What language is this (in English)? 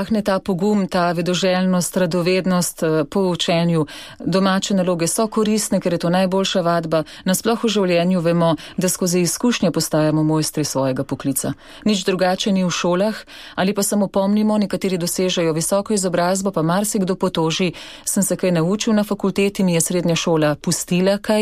Slovenian